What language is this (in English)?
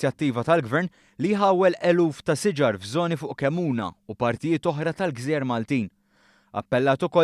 Maltese